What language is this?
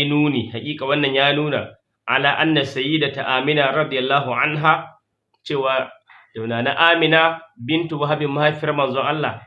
Hausa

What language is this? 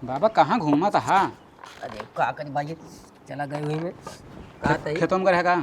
Awadhi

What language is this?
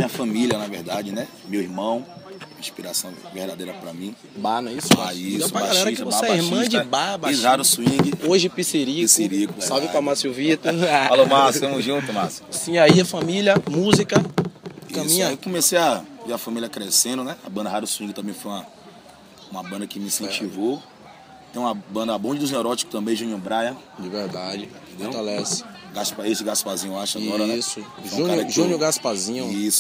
Portuguese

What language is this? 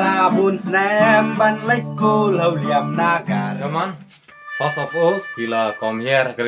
Khasi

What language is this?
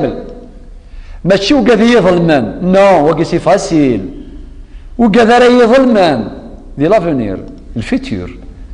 Kabyle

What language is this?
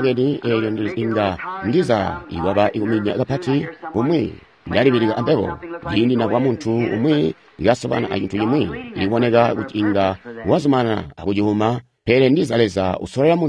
Tonga (Zambia)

